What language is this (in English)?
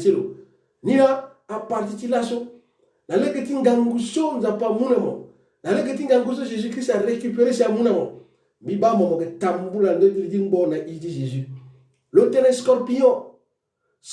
Sango